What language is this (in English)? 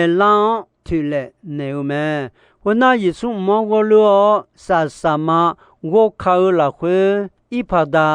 Akha